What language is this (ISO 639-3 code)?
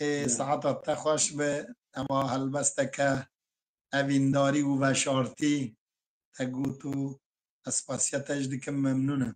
kur